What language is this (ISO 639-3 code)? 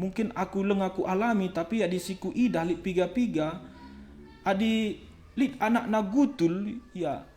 btx